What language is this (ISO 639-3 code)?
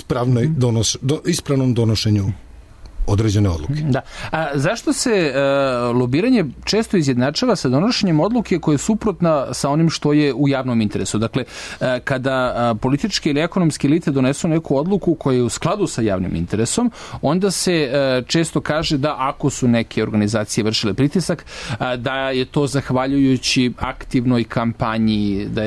srp